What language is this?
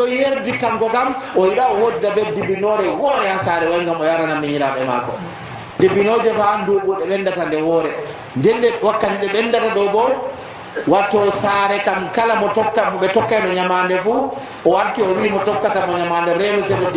Nigerian Fulfulde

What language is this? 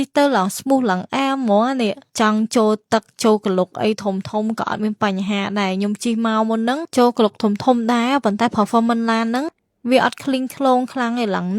Khmer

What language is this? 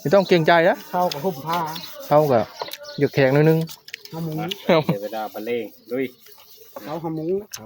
Northeastern Thai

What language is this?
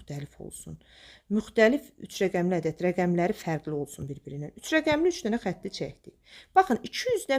Azerbaijani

